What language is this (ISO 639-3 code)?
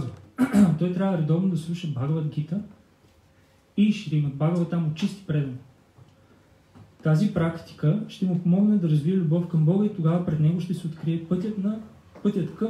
bul